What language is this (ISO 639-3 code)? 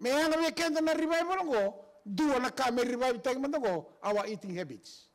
fij